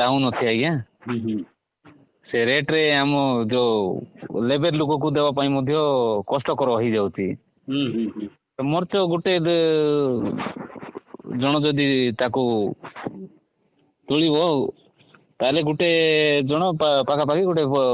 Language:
Odia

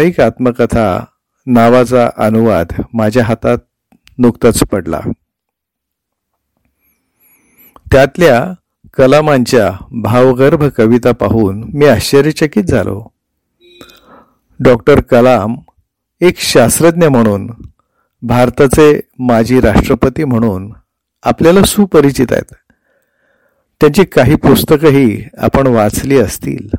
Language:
Marathi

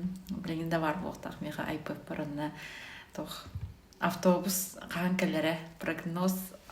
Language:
Yakut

